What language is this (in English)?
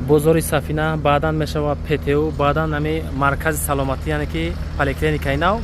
Tajik